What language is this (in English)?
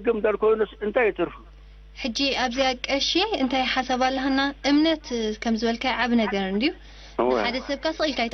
Tigrinya